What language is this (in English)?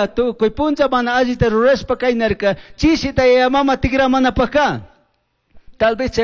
Chimborazo Highland Quichua